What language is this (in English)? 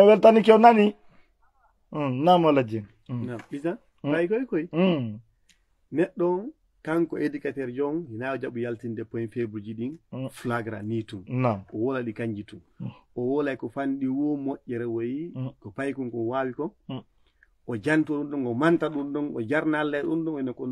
Fula